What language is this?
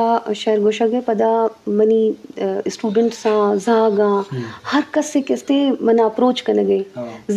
Eastern Balochi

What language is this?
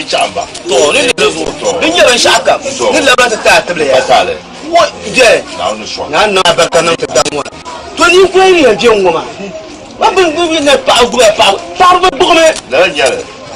Dagbani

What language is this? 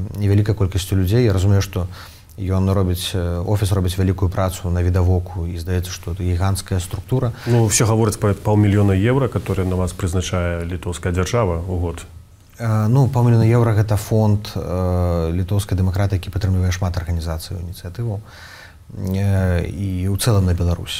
Belarusian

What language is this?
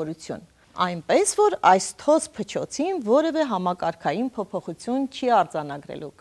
Armenian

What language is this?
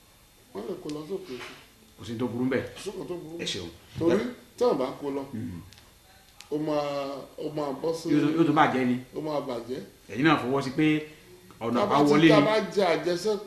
Yoruba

